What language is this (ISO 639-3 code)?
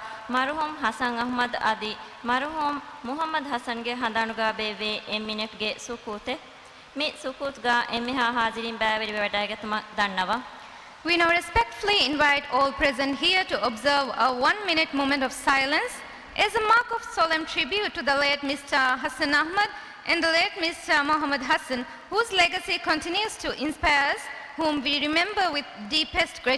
div